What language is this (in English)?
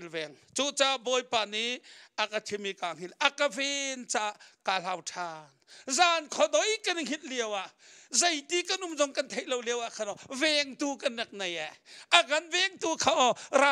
Hakha Chin